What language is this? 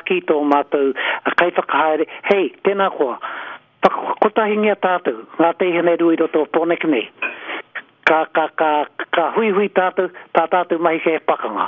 Māori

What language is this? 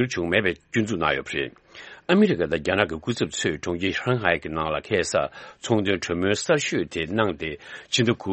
Tibetan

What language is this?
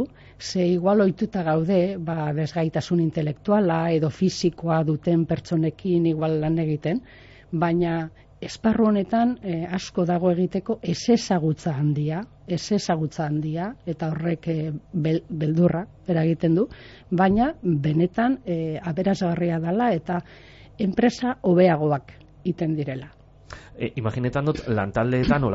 Basque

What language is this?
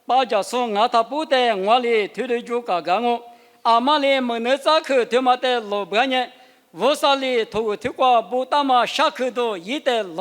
Lisu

